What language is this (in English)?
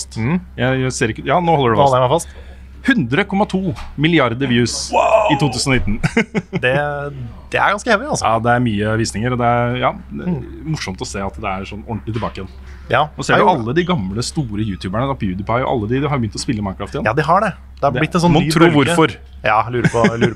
Norwegian